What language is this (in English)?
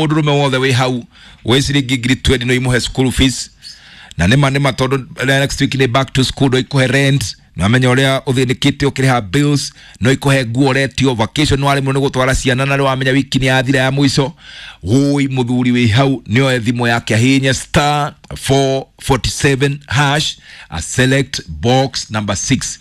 Kikuyu